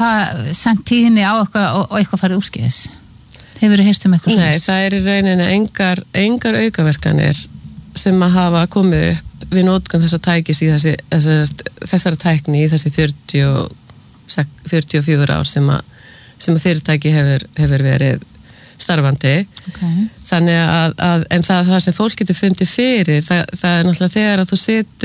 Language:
Icelandic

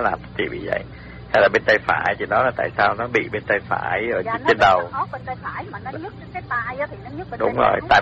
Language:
Vietnamese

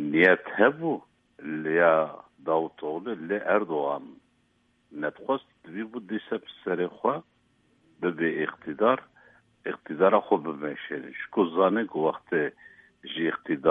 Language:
Kurdish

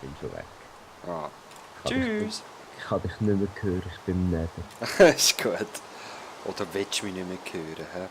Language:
Swiss German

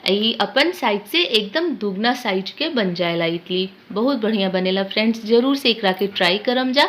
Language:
Bhojpuri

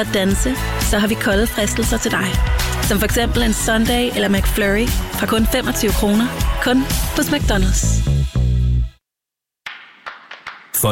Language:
Danish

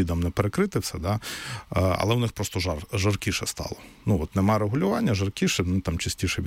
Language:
Ukrainian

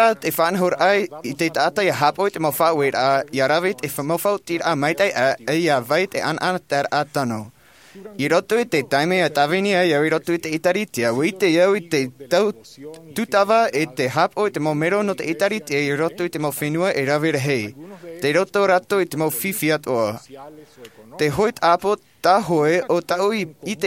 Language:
Tahitian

